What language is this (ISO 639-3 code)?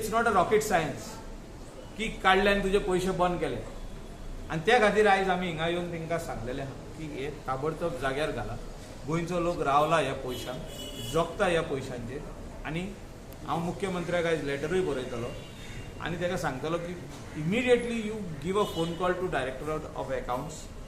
kok